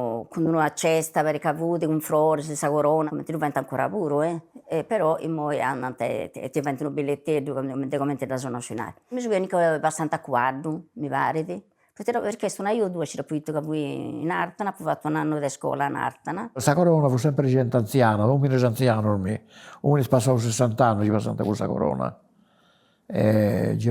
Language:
Sardinian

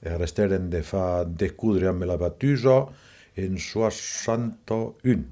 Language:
Occitan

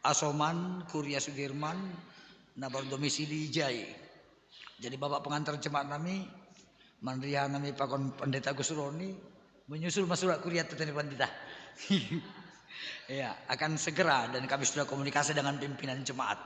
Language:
Batak Simalungun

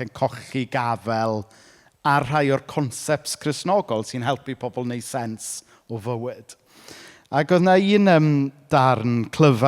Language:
Welsh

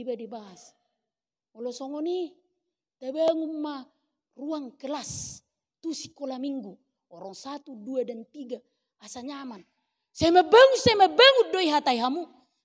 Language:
Batak Toba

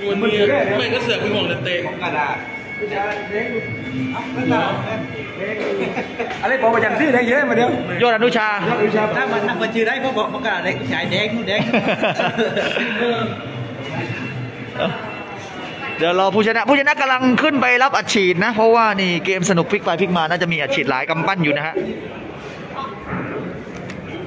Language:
Thai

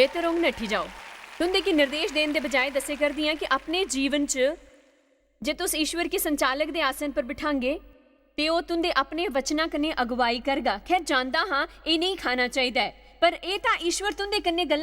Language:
Dogri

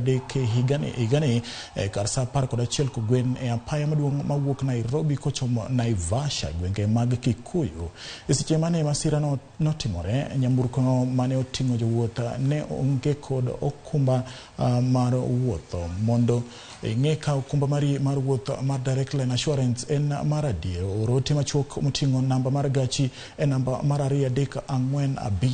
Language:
Luo (Kenya and Tanzania)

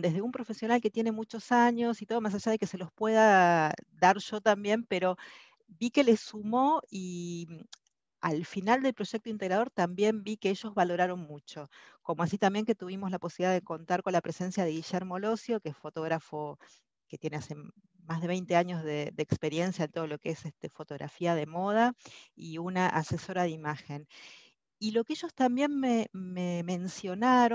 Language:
Spanish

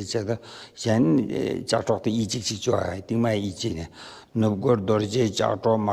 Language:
Tibetan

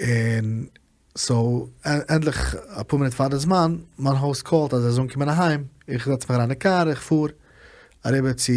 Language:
Yiddish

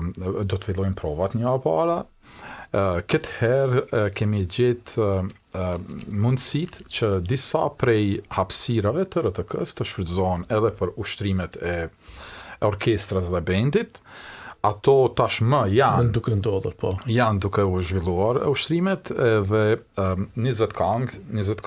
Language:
Albanian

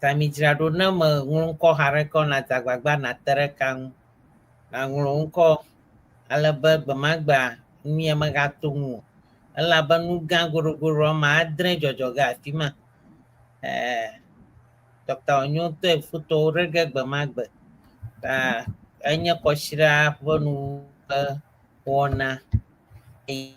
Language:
Ewe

